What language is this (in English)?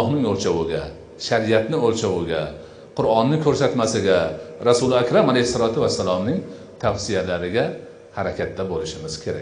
Uzbek